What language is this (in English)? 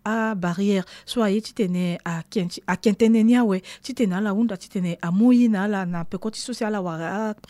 Sango